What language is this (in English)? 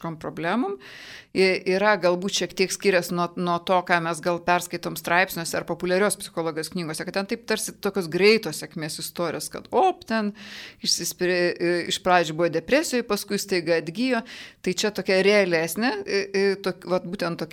Lithuanian